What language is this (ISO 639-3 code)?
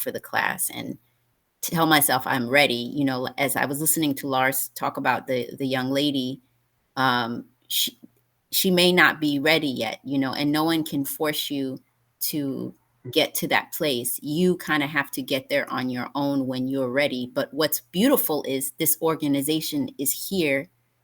eng